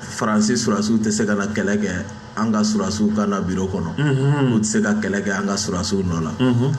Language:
Bambara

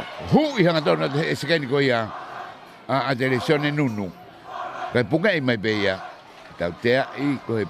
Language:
Tongan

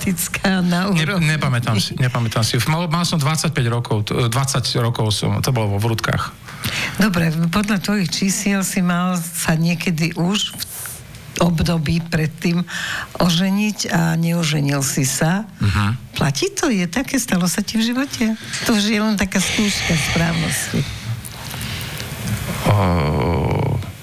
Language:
Slovak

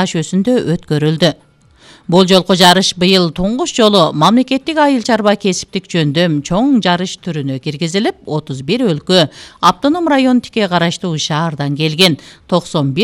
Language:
Kyrgyz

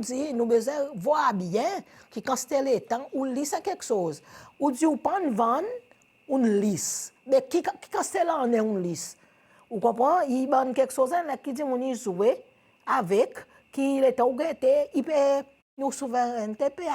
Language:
Seselwa Creole French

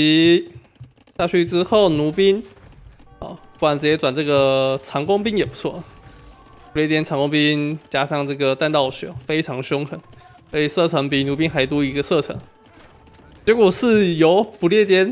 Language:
Chinese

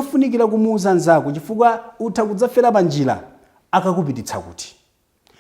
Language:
Nyanja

